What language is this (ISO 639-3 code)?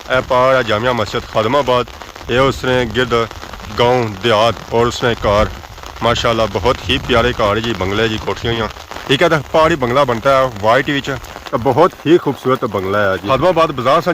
phr